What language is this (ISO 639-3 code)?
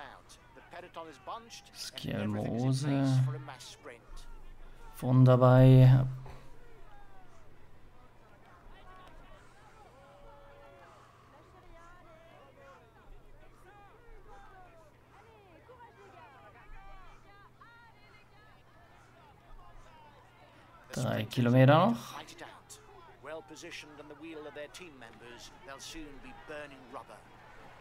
deu